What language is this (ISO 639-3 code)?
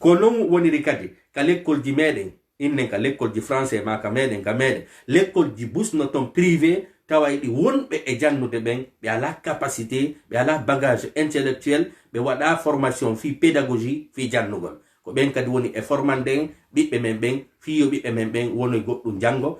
ful